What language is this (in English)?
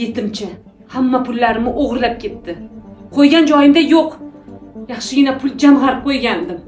Uzbek